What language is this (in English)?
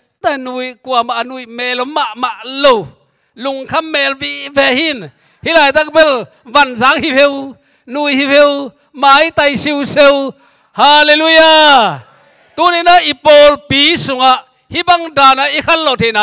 Tedim Chin